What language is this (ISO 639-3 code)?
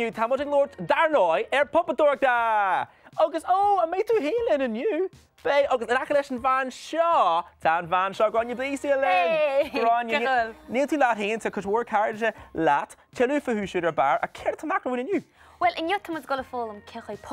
gle